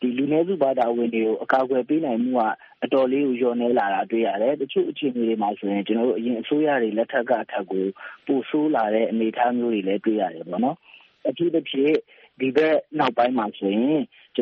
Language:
Burmese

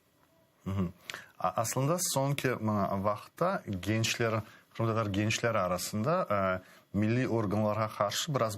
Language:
Crimean Tatar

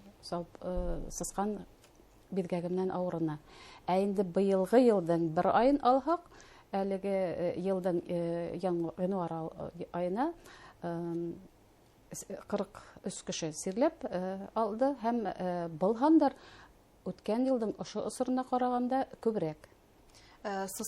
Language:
Bashkir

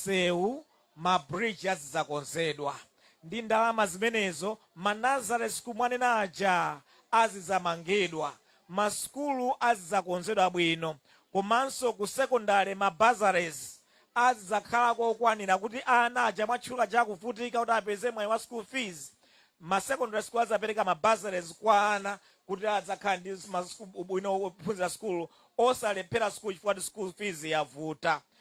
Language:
Nyanja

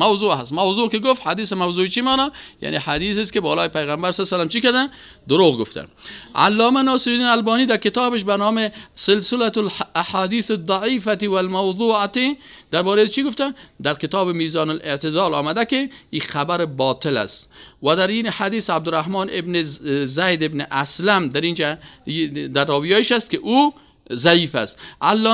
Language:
Persian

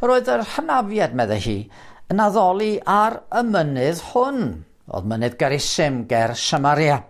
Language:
Welsh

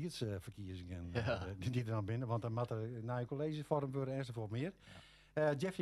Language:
Western Frisian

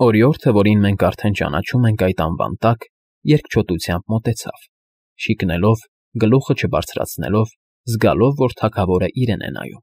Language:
Armenian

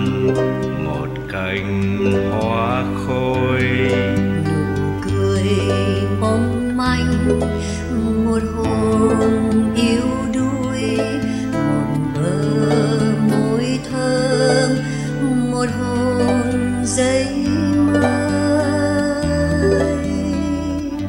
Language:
Vietnamese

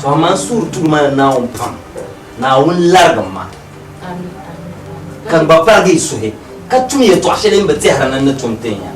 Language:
Dagbani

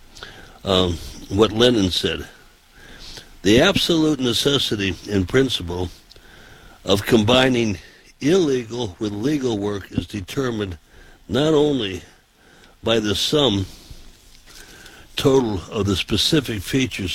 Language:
English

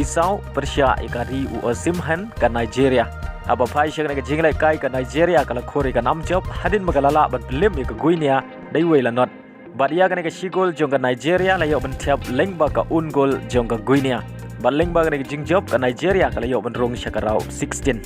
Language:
Khasi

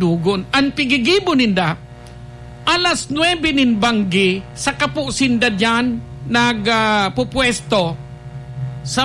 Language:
Bikol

